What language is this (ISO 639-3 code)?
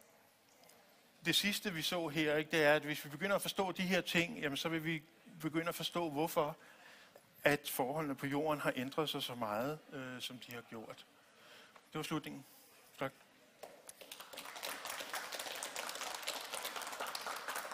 dan